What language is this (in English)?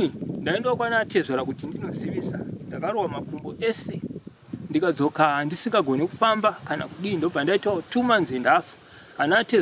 Shona